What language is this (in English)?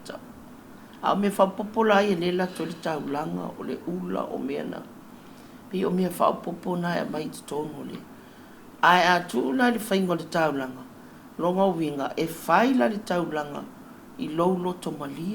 Samoan